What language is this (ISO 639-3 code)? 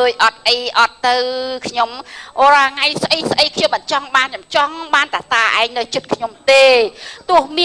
khm